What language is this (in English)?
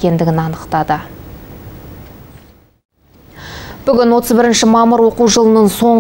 Kazakh